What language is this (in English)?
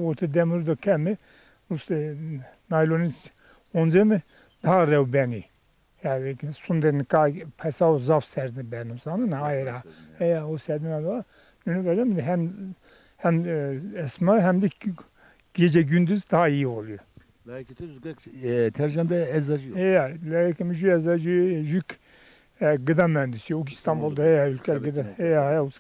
Zaza